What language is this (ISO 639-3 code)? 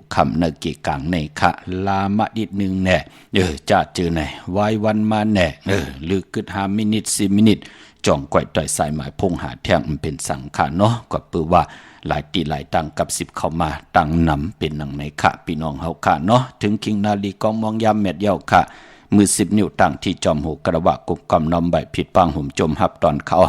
shn